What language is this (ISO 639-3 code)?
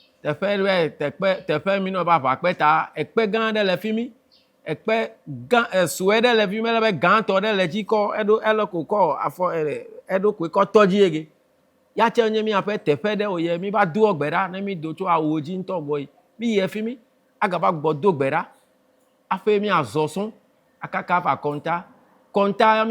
ewe